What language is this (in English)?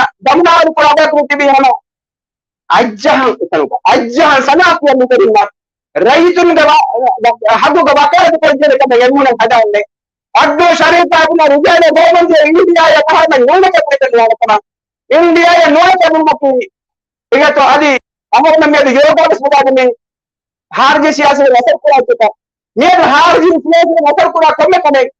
Divehi